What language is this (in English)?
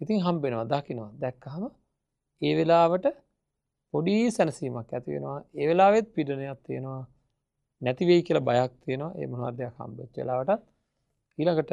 Sinhala